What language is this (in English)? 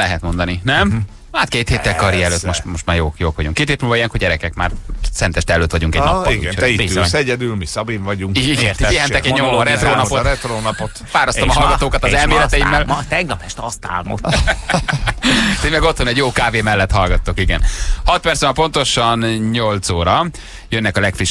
Hungarian